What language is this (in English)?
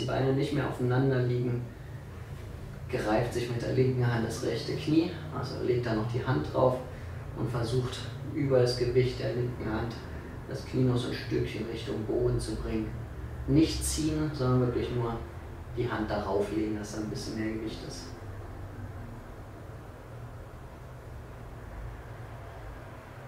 German